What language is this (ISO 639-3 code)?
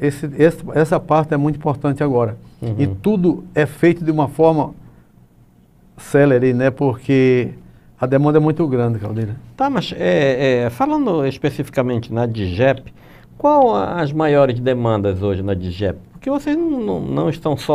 por